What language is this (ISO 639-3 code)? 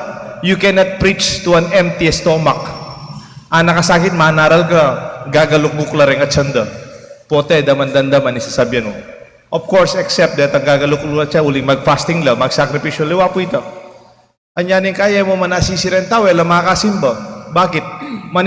pam